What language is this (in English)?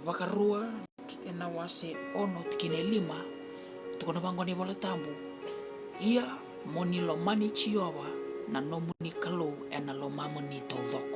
Fijian